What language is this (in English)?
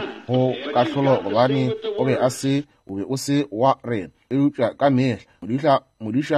Northern Sotho